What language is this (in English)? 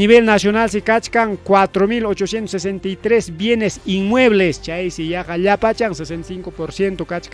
Ayacucho Quechua